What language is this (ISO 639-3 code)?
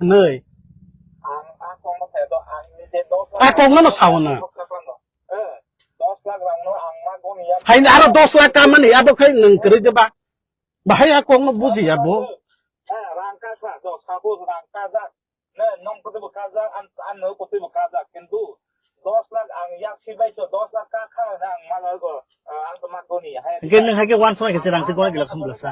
trp